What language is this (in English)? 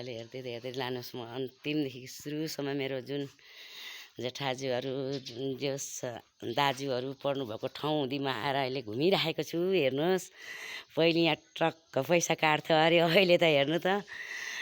Nepali